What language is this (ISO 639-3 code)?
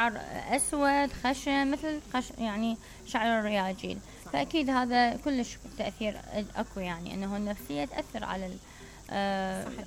acm